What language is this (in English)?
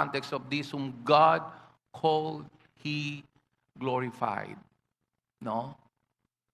Pampanga